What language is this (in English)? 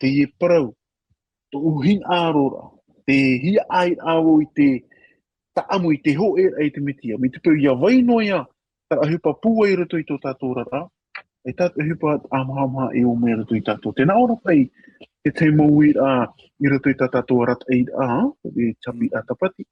Tahitian